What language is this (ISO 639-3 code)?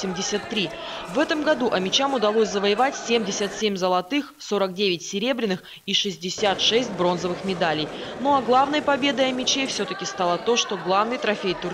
rus